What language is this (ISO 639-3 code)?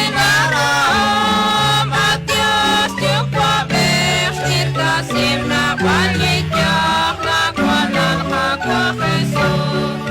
kek